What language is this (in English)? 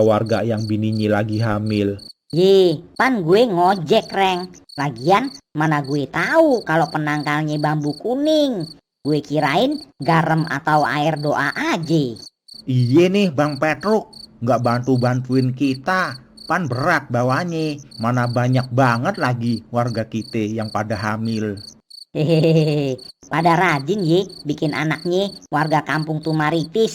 Betawi